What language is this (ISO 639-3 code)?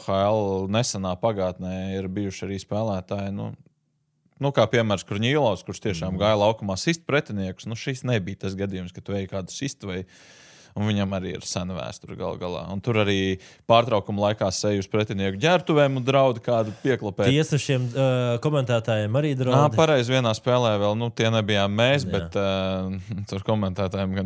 lav